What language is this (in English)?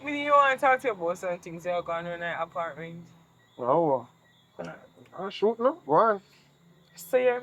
Jamaican Creole English